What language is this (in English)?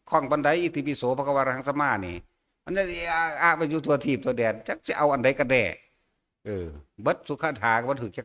Northeastern Thai